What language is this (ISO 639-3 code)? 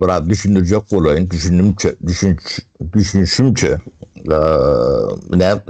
tuk